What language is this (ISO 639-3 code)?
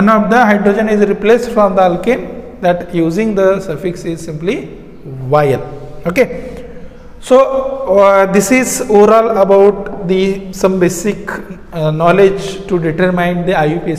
mar